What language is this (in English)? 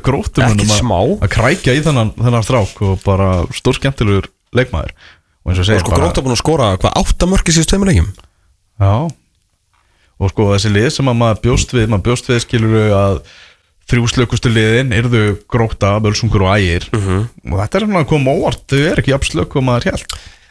Icelandic